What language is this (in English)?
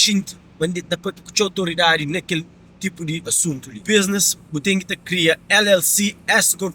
Kabuverdianu